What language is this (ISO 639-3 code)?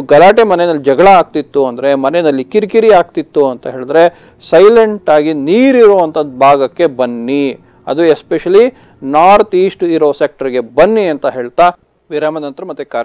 kan